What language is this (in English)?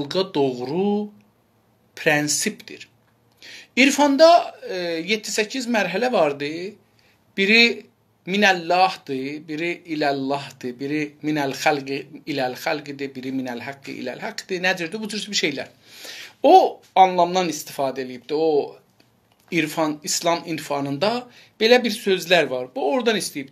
South Azerbaijani